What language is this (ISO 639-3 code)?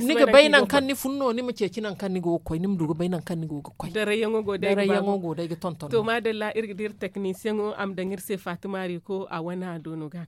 dje